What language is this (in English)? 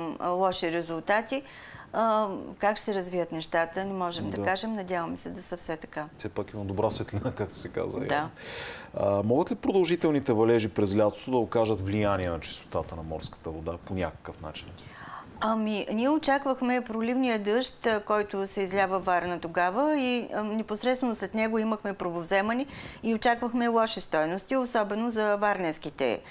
Bulgarian